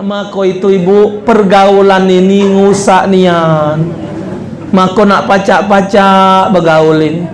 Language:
Musi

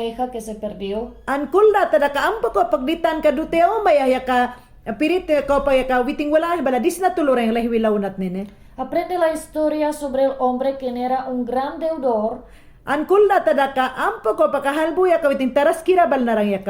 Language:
Mayangna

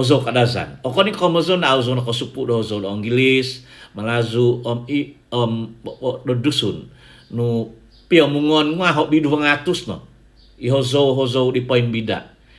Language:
Central Dusun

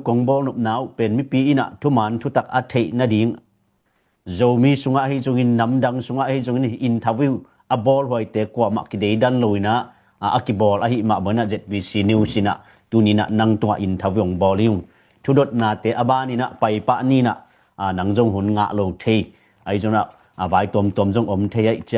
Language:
Tedim Chin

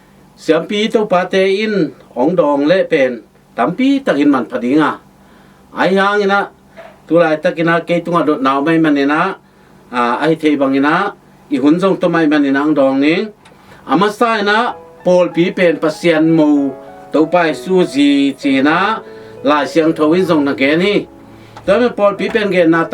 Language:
Tedim Chin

